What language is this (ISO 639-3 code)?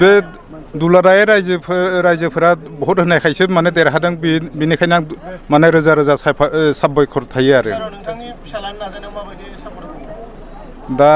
brx